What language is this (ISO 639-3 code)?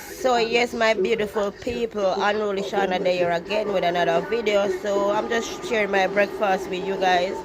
jam